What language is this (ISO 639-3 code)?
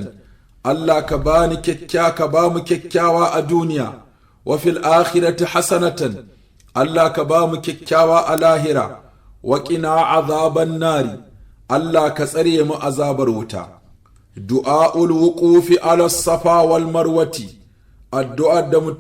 hau